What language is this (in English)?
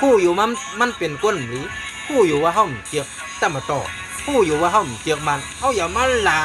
Shan